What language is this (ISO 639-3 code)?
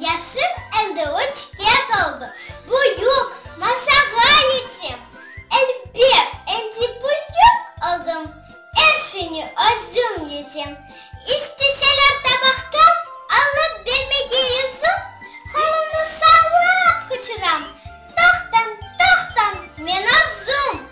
crh